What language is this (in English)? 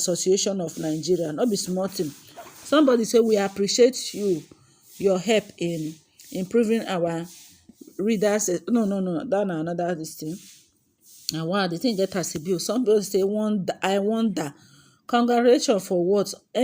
Nigerian Pidgin